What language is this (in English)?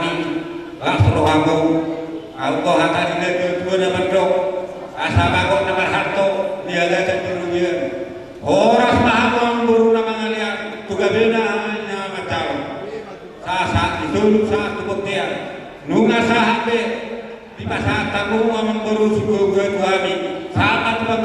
Batak Toba